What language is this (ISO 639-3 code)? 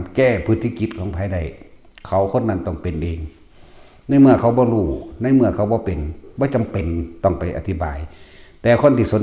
tts